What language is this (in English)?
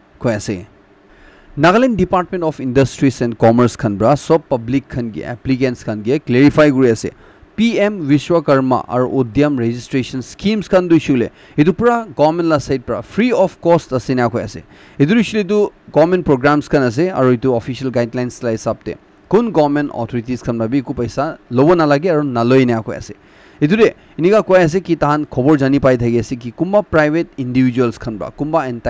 Naga Pidgin